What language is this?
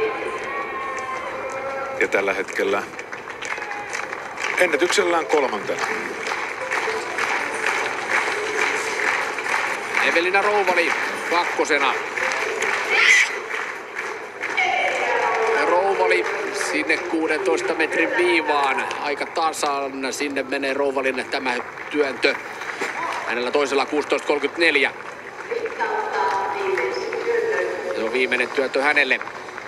Finnish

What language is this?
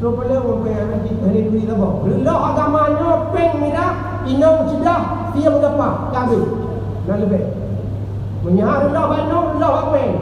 Achinese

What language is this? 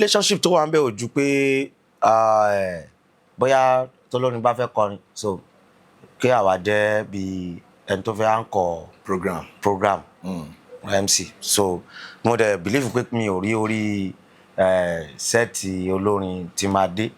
Yoruba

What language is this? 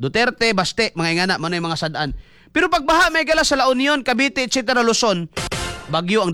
Cebuano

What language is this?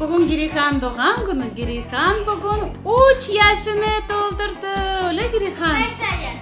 Crimean Tatar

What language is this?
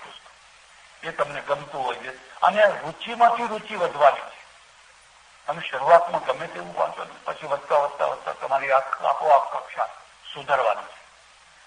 Gujarati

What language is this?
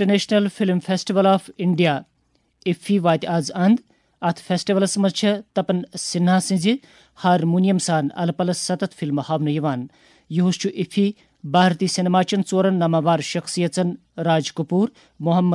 Kashmiri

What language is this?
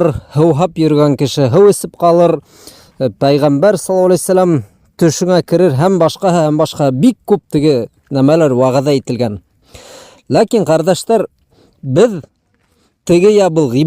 Bashkir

